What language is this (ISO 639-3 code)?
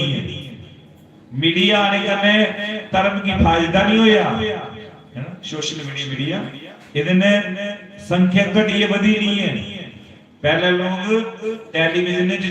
doi